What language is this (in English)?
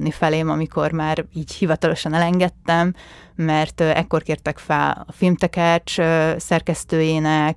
Hungarian